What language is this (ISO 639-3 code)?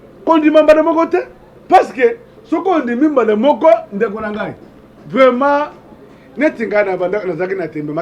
lin